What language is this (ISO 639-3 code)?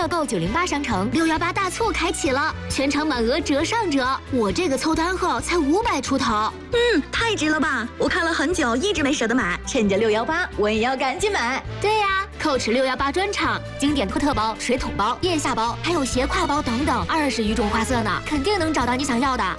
zho